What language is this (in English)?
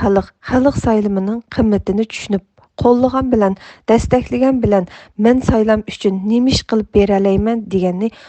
Uyghur